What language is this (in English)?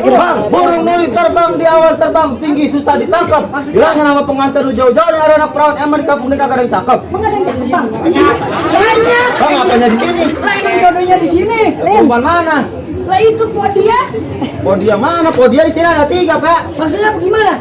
Betawi